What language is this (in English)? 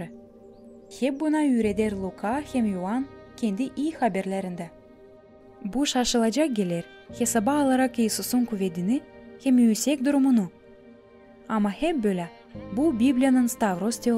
Gagauz